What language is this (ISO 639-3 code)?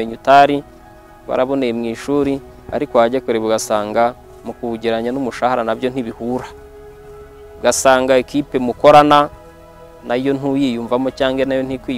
kin